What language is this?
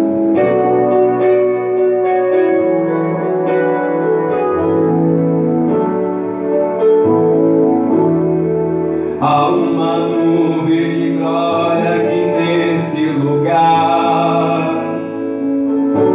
Portuguese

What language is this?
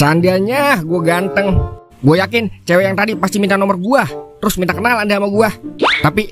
Betawi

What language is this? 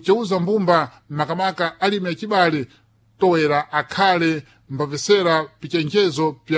Sena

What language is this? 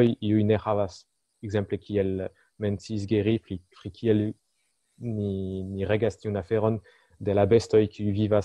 Esperanto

